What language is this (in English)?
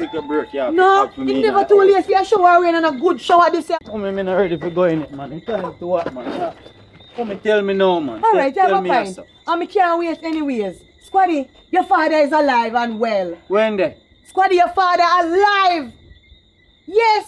Jamaican Creole English